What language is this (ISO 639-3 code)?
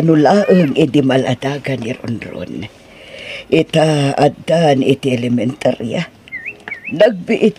ilo